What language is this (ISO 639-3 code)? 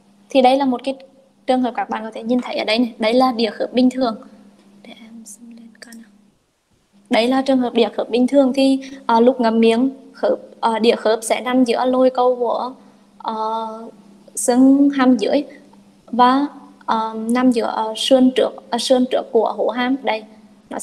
vie